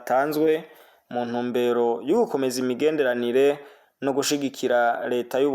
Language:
Rundi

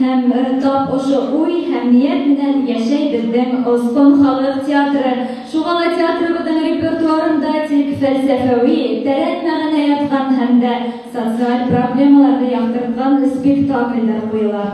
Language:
Bashkir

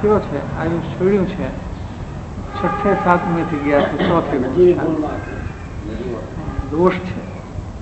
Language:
Gujarati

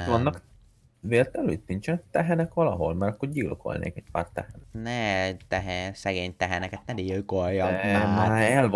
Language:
Hungarian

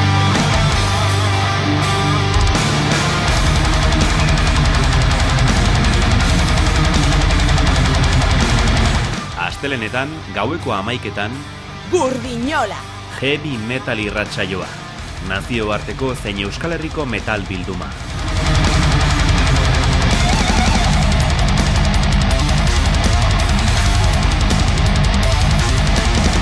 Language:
Basque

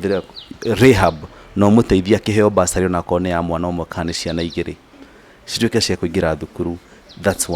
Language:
Kikuyu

